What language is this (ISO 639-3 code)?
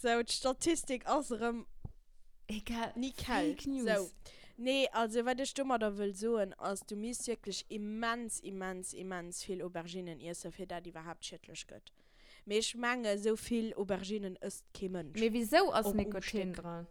ltz